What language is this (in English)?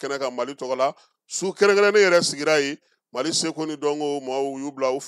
Bambara